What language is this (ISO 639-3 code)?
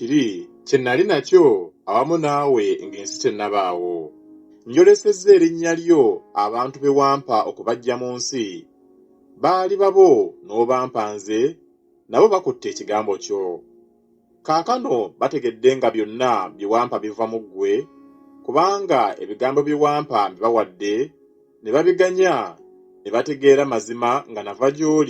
lug